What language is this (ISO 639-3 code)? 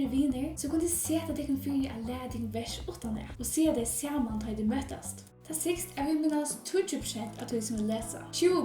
fao